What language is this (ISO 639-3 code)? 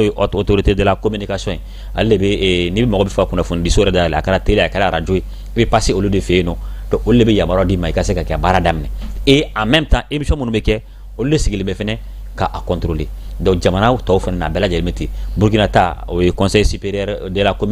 bam